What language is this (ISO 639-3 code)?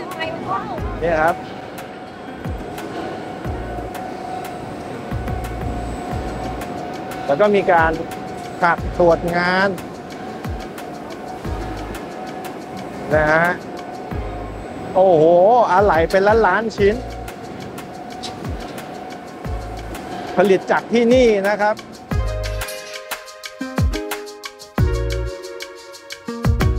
tha